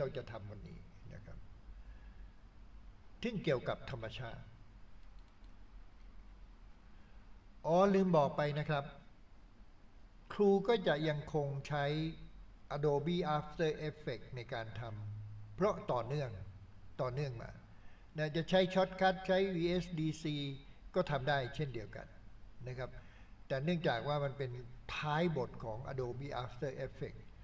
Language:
Thai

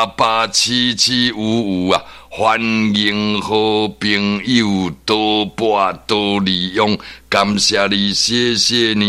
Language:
Min Nan Chinese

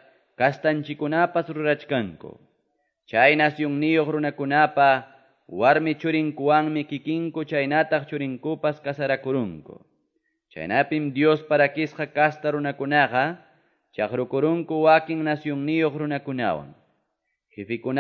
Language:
Quechua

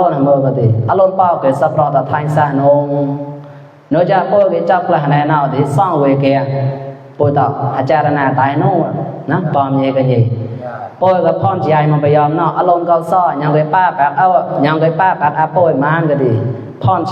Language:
Mon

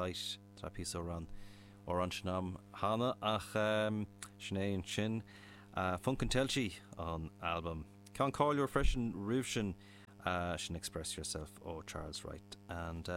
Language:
Irish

